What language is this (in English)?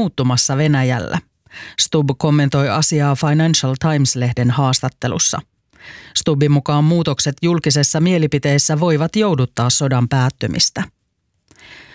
Finnish